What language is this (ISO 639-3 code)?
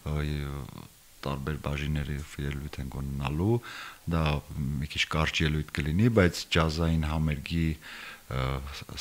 hye